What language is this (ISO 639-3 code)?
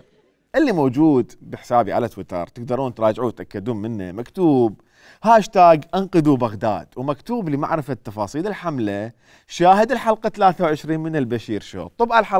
acm